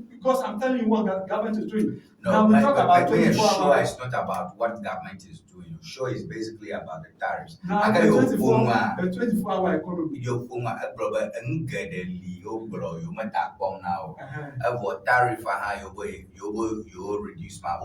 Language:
Ewe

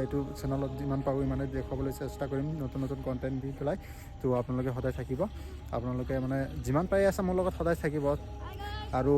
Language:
Assamese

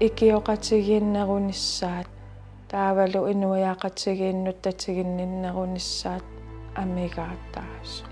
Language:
Kalaallisut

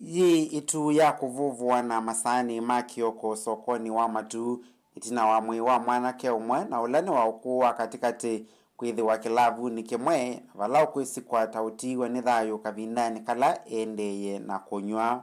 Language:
Kamba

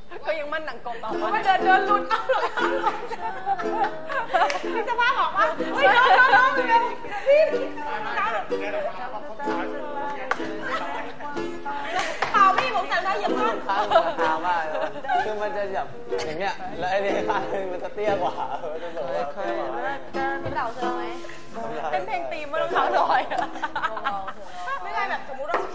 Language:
Thai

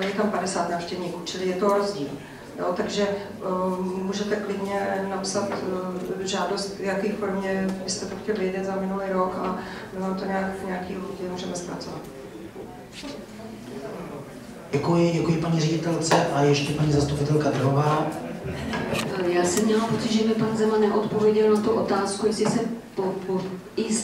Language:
Czech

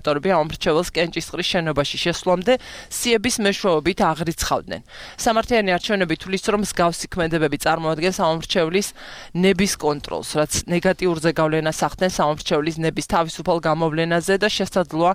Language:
Georgian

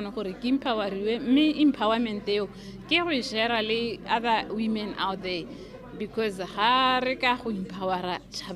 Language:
Tswana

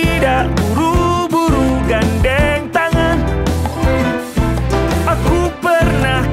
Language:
Indonesian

